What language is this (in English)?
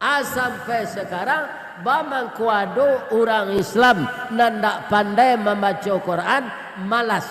Minangkabau